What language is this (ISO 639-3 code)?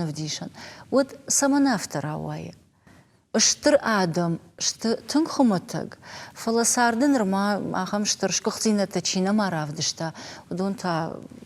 oss